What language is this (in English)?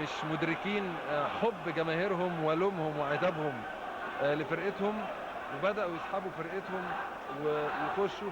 Egyptian Arabic